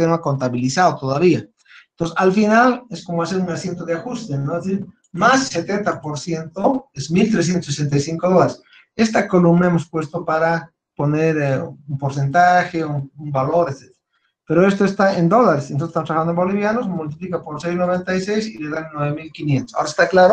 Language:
Spanish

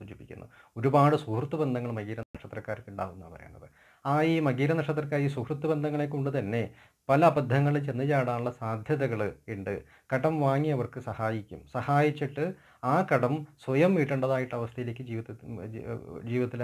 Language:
Malayalam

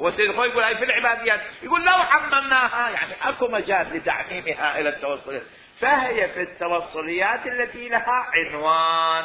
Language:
Mesopotamian Arabic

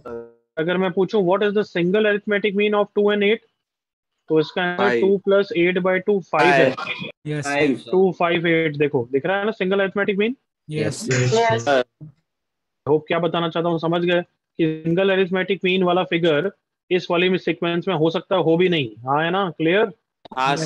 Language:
Hindi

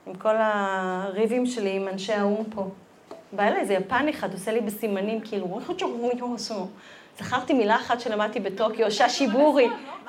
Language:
Hebrew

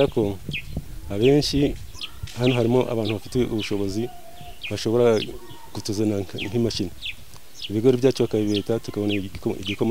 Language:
Kinyarwanda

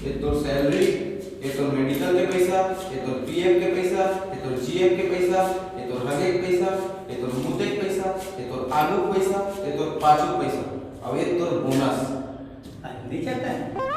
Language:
Chhattisgarhi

